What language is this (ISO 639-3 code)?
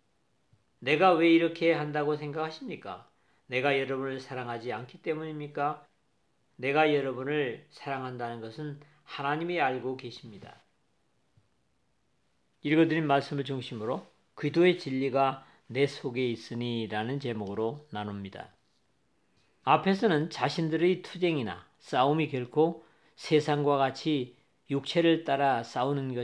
kor